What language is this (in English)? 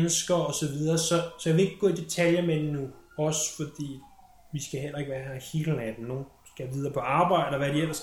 Danish